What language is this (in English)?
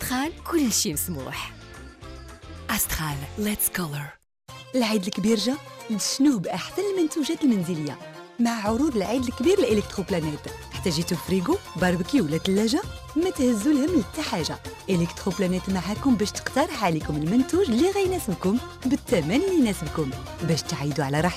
Moroccan Arabic